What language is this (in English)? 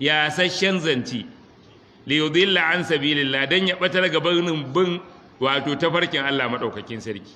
Hausa